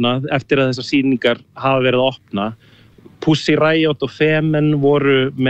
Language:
Icelandic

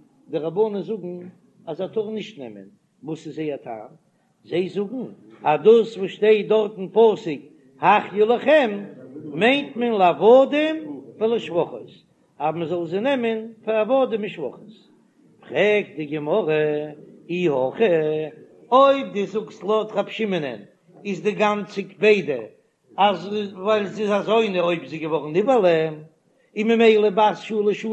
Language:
Yiddish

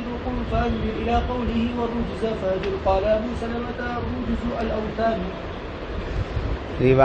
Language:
Urdu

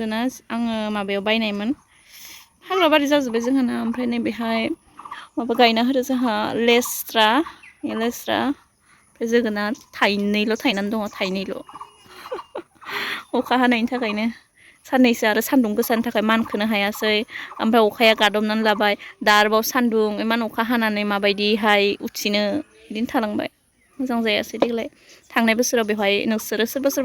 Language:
Bodo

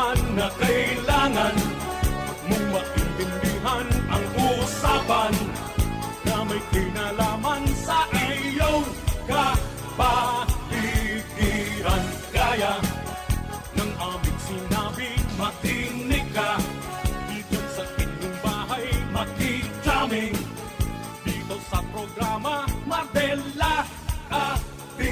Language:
Bikol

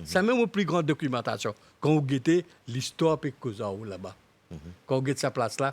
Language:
Morisyen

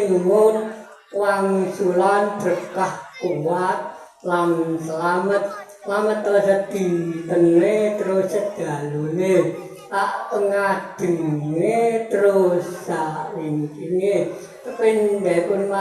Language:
Javanese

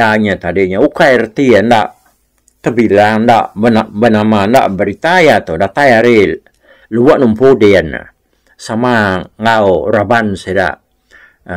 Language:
Iban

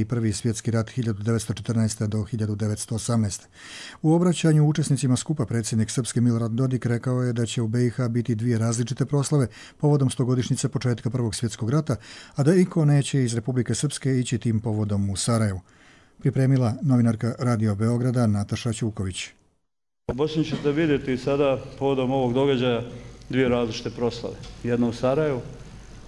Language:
Croatian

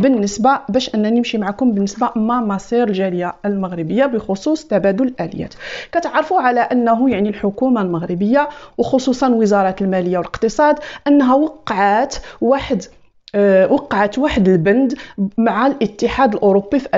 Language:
Moroccan Arabic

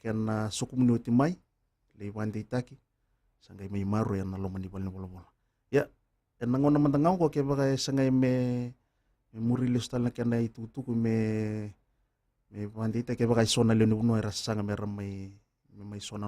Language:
Fijian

